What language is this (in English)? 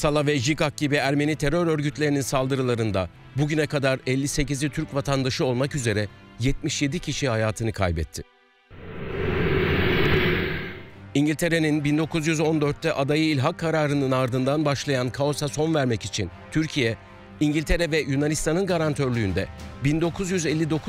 Turkish